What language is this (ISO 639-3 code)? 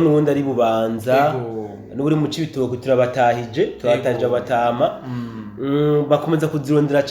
run